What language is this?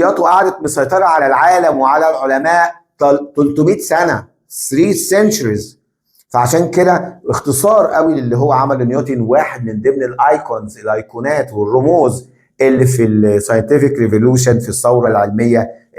Egyptian Arabic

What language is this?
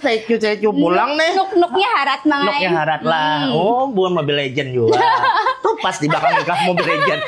Banjar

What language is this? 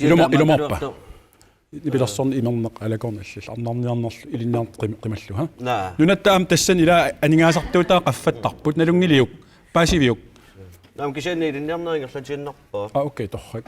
Kalaallisut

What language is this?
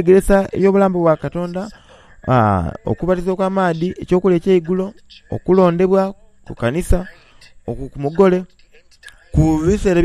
Soga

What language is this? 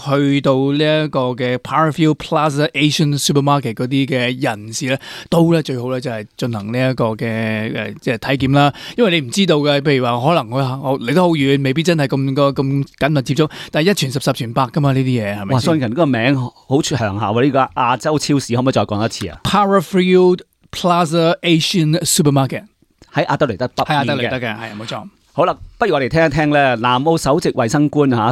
Cantonese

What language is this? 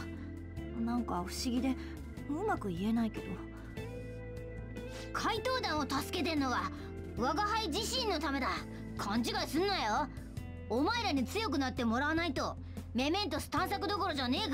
Japanese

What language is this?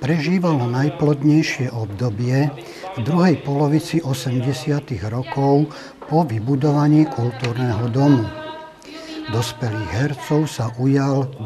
Slovak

